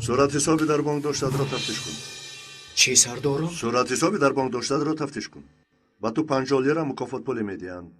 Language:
Tajik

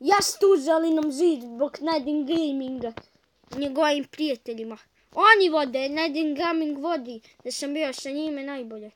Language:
Bosnian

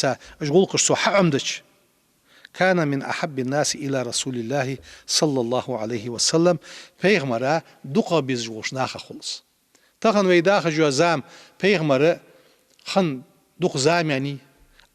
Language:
Ingush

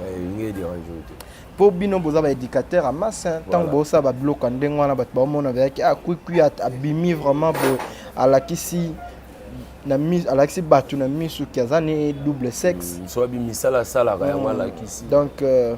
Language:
Lingala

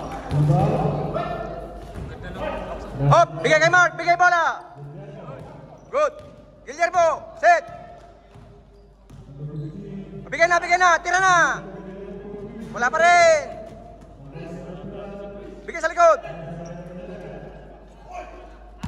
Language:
Filipino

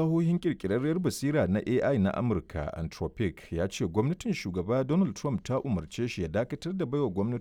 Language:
Hausa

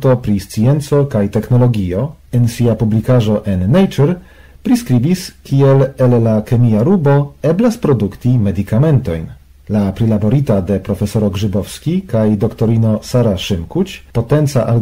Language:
Esperanto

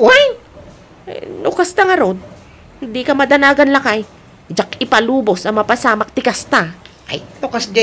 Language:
Iloko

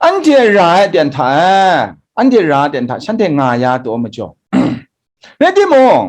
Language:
Kachin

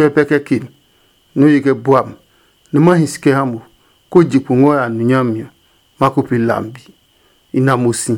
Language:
Adangme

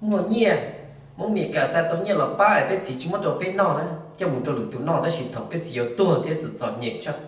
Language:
Hmong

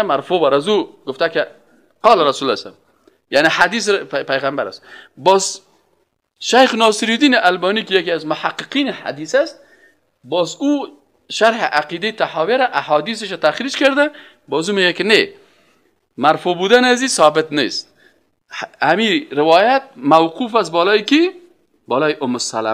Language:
Persian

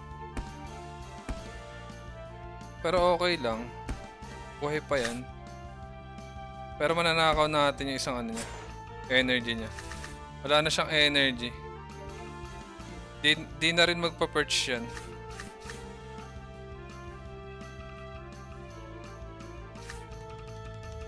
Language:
Filipino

